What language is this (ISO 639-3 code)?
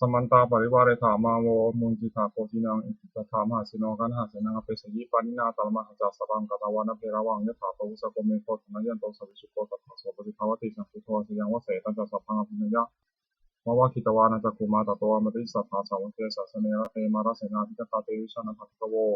pli